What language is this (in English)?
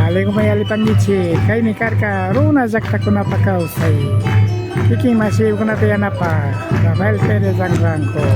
Imbabura Highland Quichua